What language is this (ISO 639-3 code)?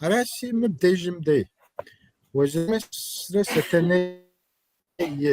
kbd